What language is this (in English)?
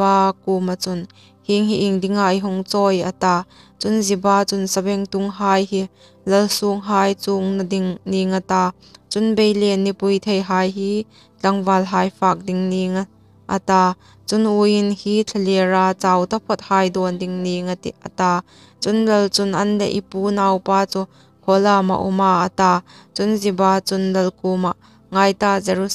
Hmar